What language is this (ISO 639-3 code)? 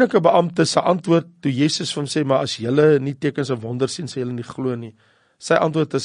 afr